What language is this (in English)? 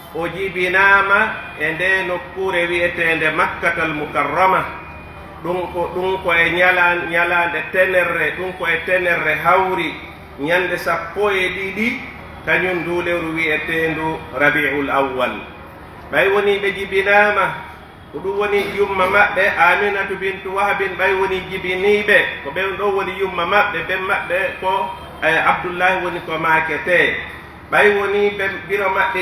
Pular